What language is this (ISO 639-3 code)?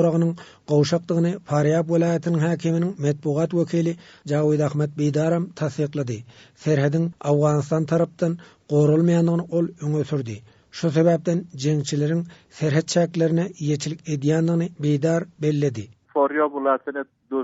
tuk